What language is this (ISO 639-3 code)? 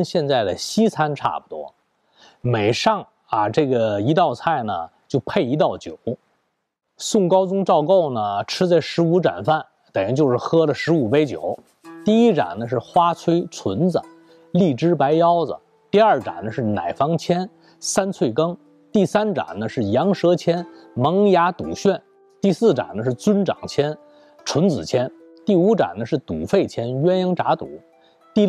zho